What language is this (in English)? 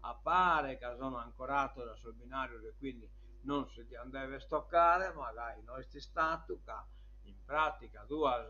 Sardinian